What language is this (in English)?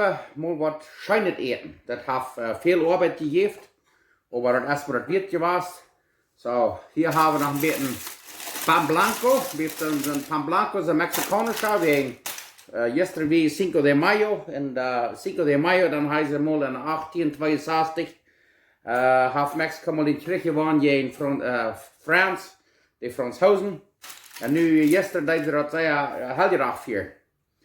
Plautdietsch